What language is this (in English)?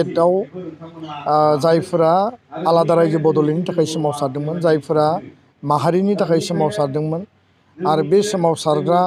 Bodo